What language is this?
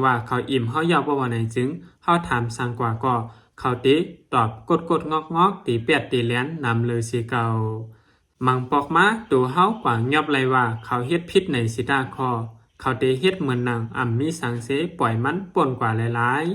Shan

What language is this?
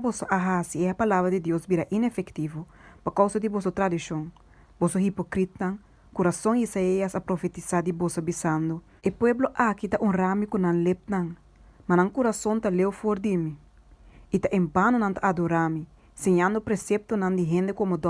Papiamento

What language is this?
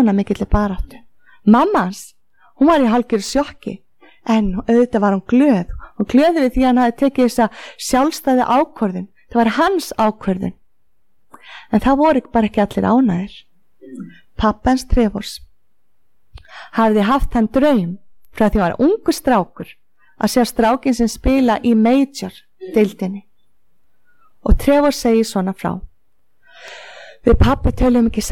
Icelandic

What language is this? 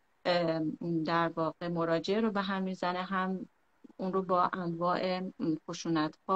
Persian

